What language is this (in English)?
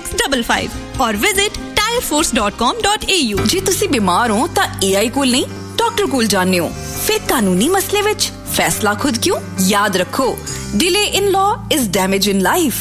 Punjabi